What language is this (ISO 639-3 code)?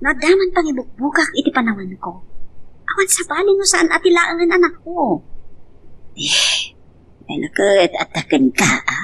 ilo